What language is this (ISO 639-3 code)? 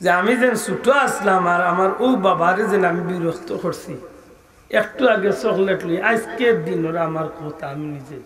syl